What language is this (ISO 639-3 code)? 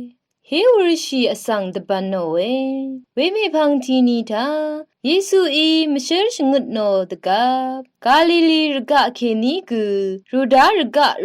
raw